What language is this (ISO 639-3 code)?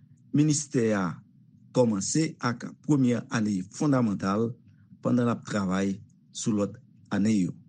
hat